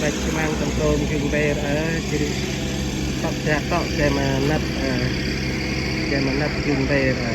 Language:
Central Mnong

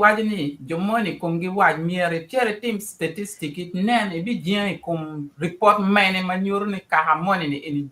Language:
Acoli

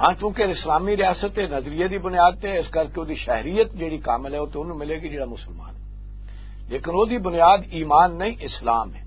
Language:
Western Panjabi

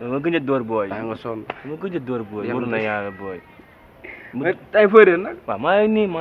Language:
Wolof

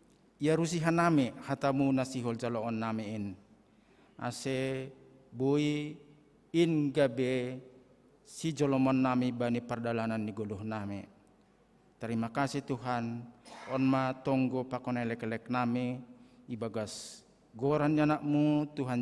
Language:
Batak Simalungun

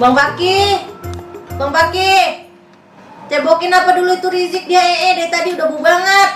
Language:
Betawi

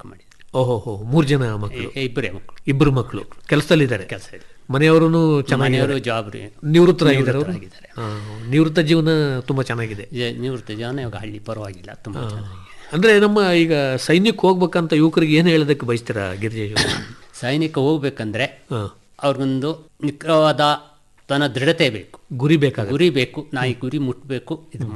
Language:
Kannada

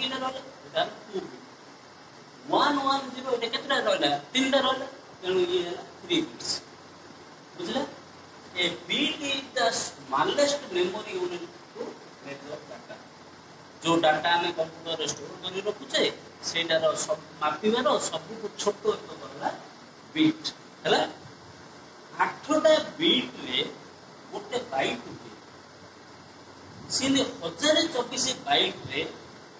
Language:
Odia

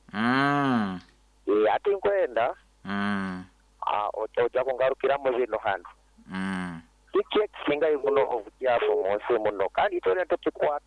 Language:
Nyoro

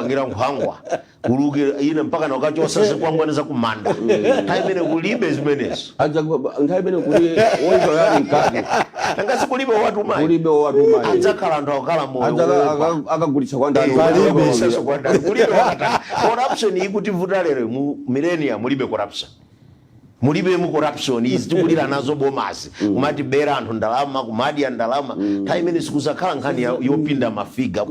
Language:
Nyanja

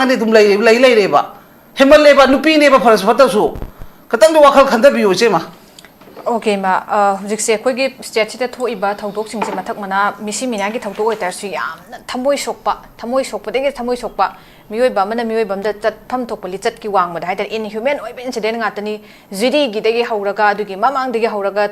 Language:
Manipuri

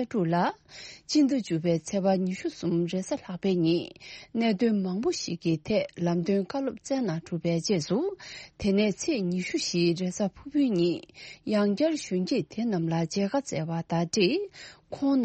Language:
Tibetan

